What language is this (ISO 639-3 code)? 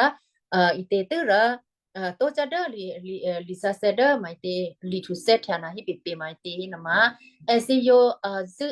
kyu